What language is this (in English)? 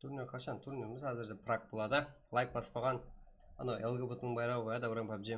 Kara-Kalpak